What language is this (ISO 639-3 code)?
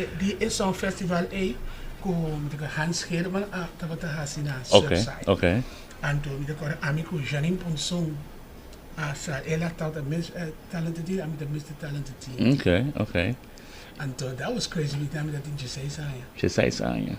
pap